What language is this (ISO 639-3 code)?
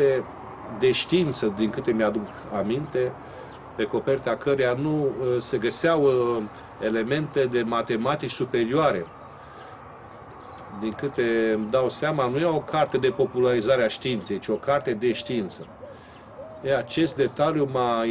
ron